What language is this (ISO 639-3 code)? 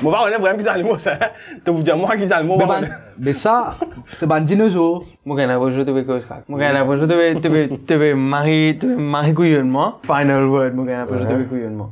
mfe